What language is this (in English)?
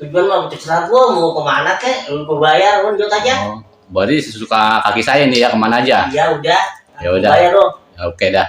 Betawi